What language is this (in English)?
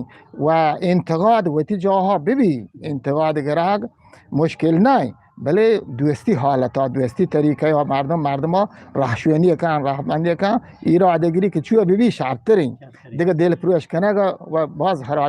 Eastern Balochi